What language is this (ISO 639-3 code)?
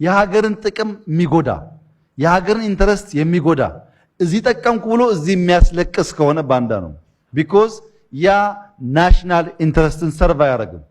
amh